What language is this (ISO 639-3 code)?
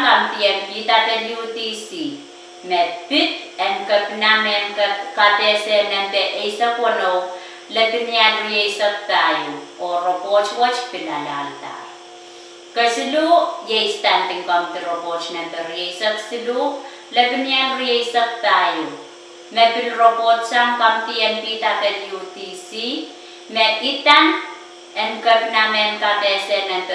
pon